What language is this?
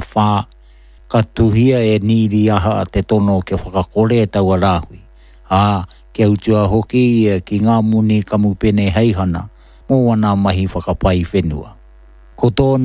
Māori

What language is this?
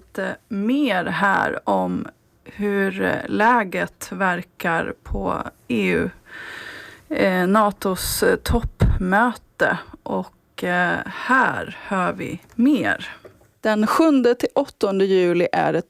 Swedish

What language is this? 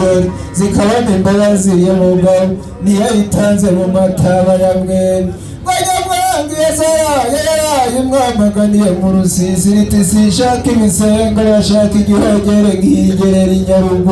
Kinyarwanda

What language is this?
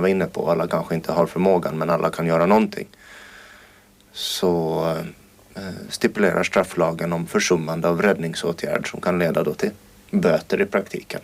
Swedish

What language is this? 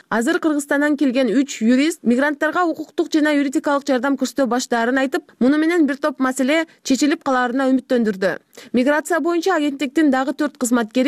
Kyrgyz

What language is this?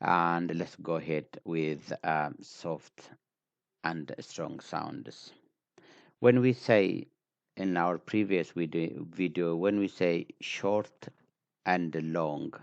English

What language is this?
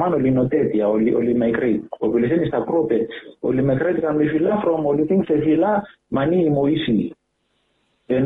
Bislama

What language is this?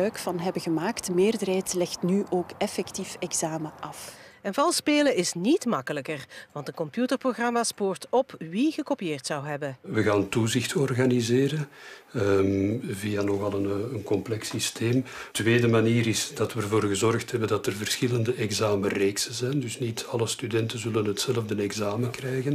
Dutch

